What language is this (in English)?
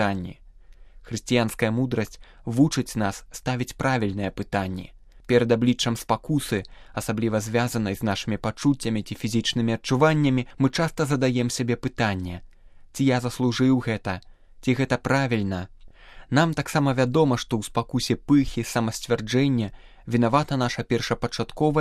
Belarusian